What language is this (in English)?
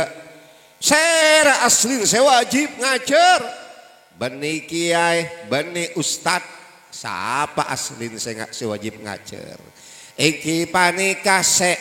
Madurese